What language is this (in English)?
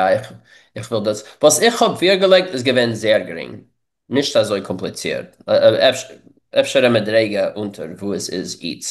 Yiddish